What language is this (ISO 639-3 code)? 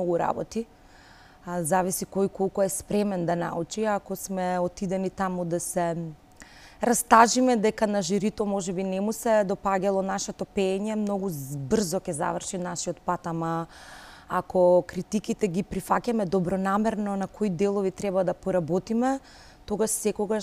mkd